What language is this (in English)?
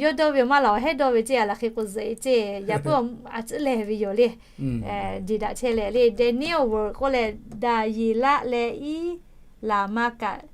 Lahu